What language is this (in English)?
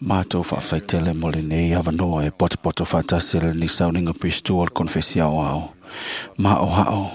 Samoan